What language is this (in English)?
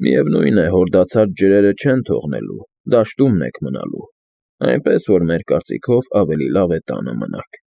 Armenian